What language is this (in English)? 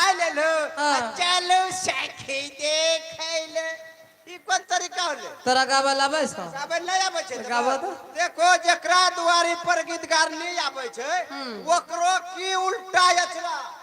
Maithili